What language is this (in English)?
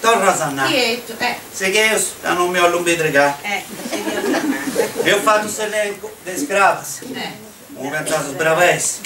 Sardinian